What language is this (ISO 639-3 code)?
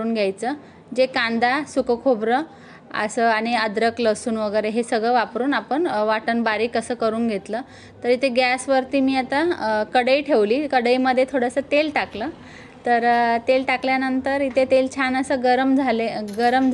mar